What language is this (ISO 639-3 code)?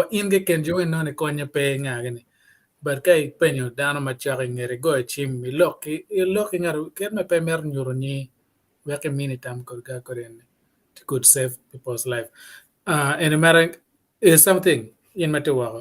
ach